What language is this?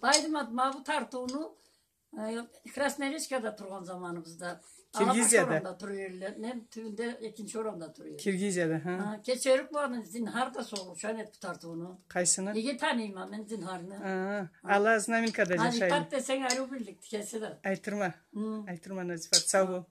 Karachay-Balkar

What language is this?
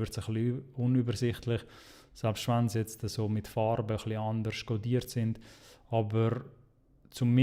Swiss German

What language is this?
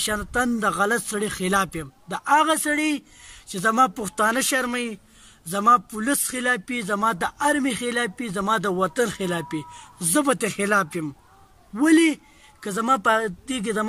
Pashto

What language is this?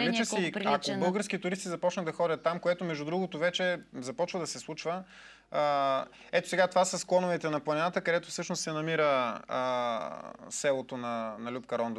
Bulgarian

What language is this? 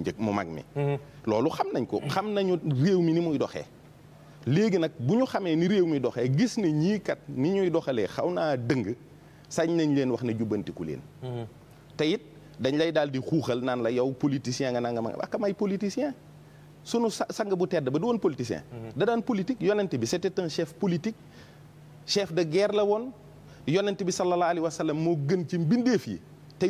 Wolof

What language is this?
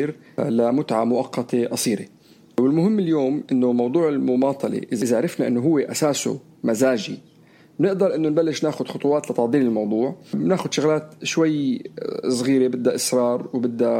North Levantine Arabic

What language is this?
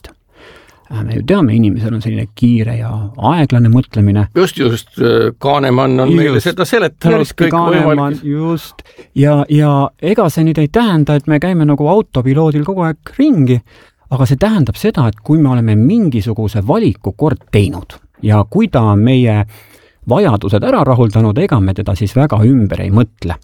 Estonian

